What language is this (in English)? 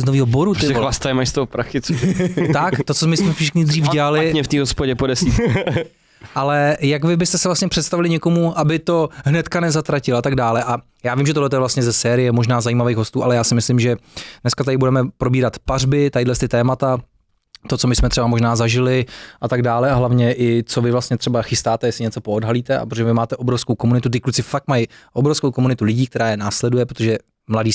Czech